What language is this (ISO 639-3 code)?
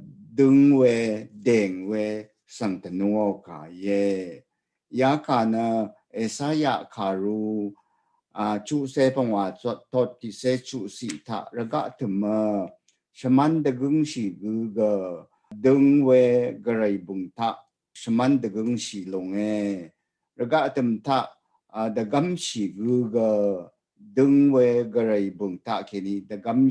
raw